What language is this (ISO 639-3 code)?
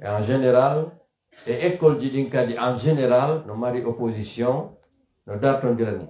fuf